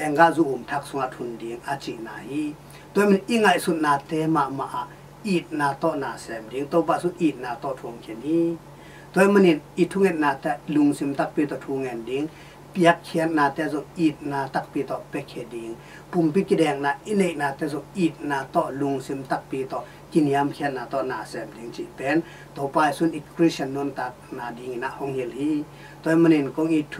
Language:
Tedim Chin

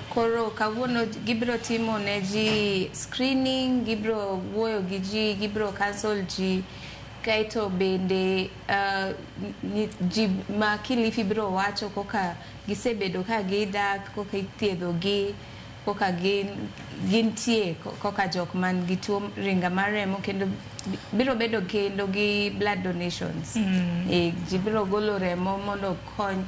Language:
Luo (Kenya and Tanzania)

